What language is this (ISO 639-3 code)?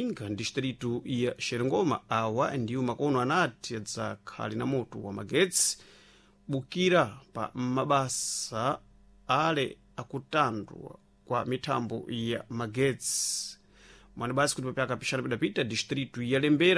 seh